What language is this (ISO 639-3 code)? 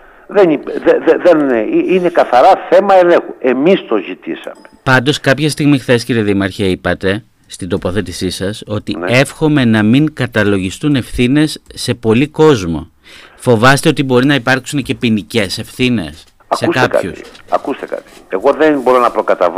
ell